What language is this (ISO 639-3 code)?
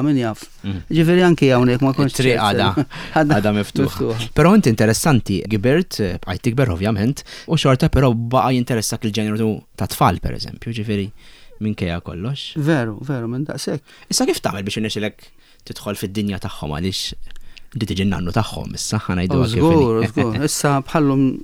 mlt